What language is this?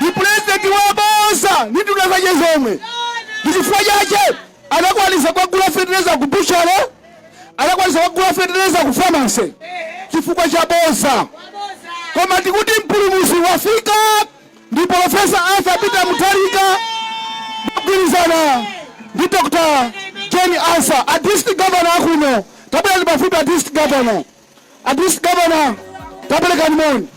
Nyanja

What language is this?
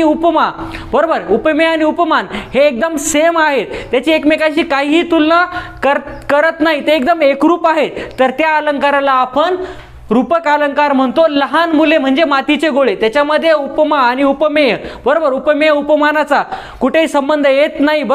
Marathi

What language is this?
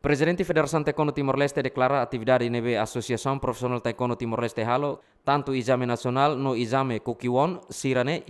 Tetum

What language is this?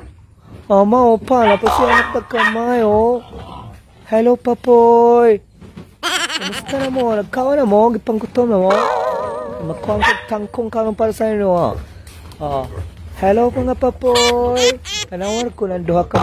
Cebuano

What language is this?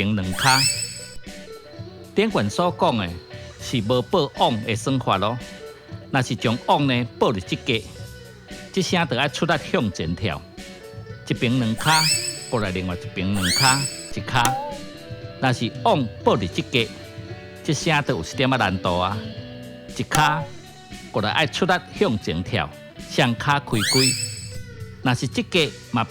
Min Nan Chinese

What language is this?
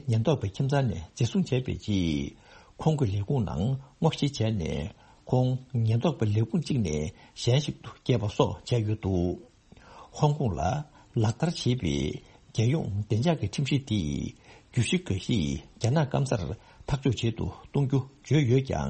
Tibetan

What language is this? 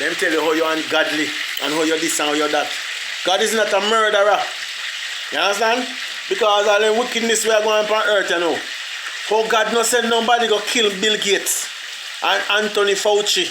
Jamaican Creole English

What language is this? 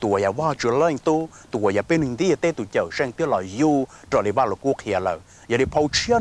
Hmong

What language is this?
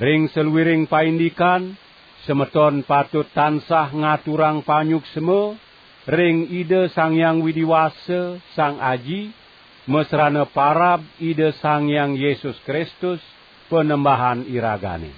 Balinese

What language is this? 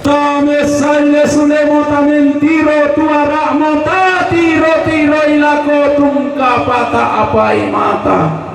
Toraja-Sa'dan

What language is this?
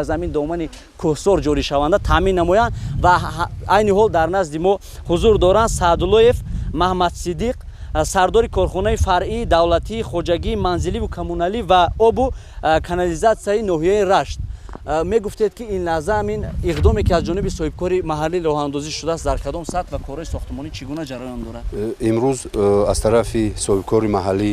Tajik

